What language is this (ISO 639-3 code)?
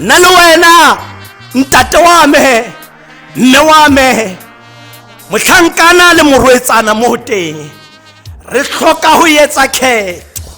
tsn